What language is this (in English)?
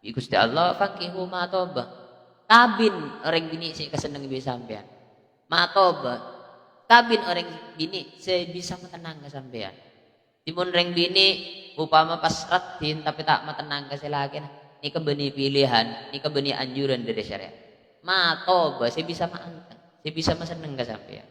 Madurese